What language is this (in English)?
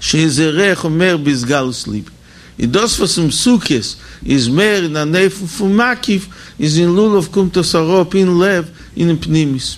Yiddish